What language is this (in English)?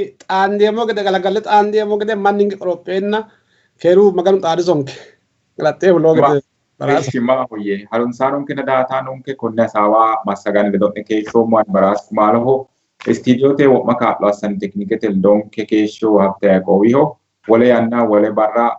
Sidamo